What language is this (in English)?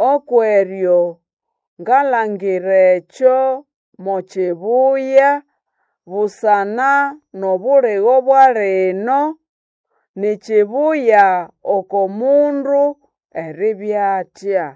Nande